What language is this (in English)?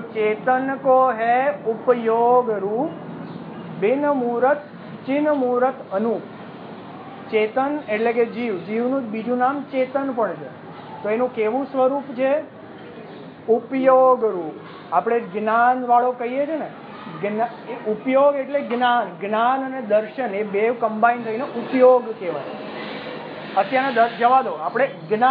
Gujarati